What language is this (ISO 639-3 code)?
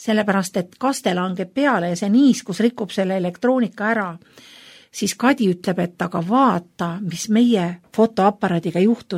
est